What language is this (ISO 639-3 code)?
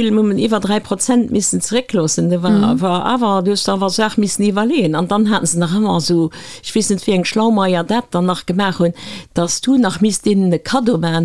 ltz